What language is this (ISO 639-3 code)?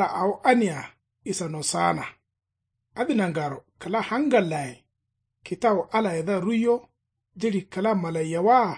kau